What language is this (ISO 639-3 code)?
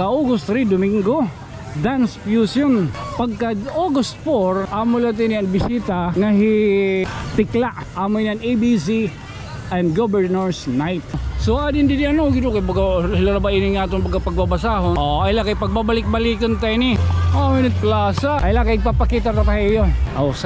war